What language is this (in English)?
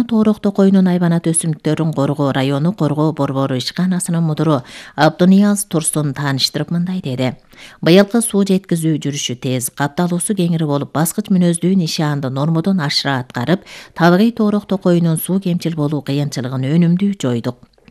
Kyrgyz